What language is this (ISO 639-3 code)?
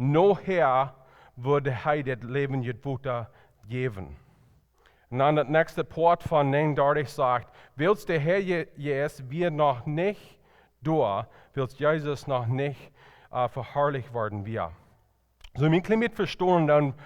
pdt